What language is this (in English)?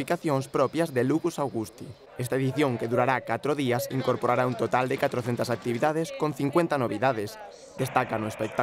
Galician